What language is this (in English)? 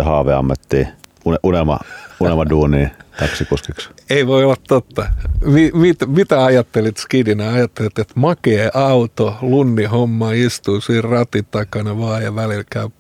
Finnish